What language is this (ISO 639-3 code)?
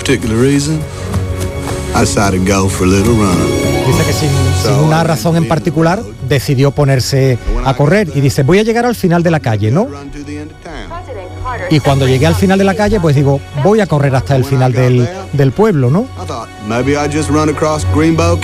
spa